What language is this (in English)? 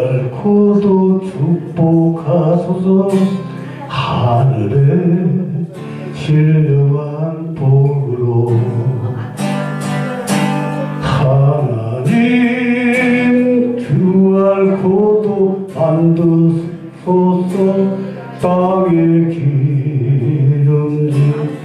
Korean